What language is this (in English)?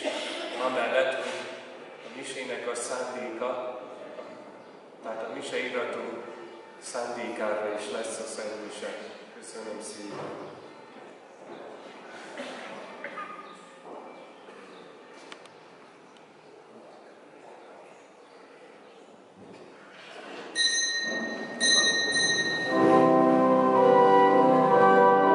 Hungarian